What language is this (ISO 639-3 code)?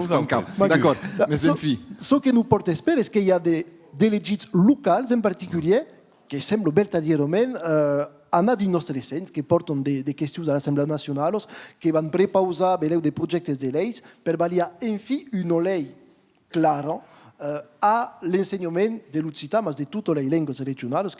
oci